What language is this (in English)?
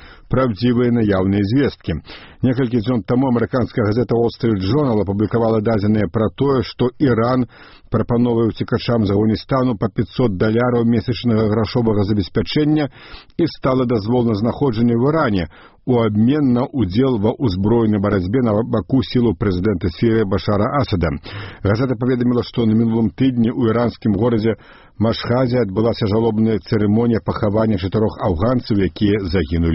Belarusian